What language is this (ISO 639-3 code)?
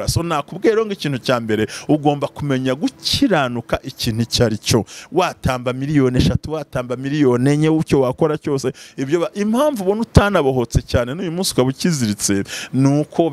kin